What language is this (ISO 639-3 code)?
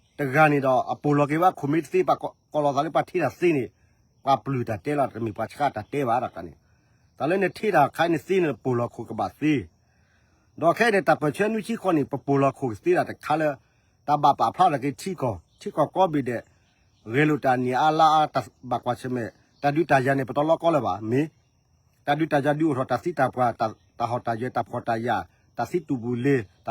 ksw